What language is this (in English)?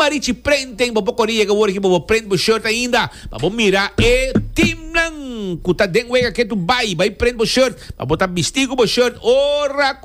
Papiamento